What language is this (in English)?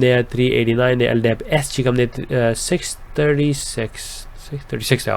Pashto